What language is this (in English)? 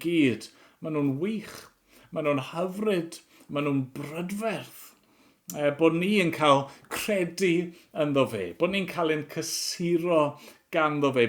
Welsh